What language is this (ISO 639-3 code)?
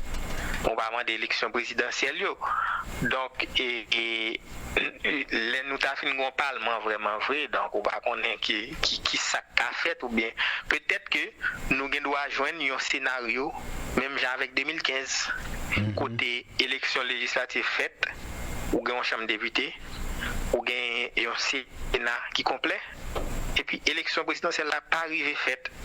hat